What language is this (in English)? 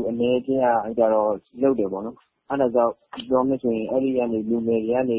Burmese